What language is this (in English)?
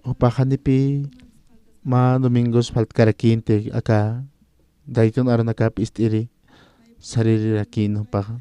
Aymara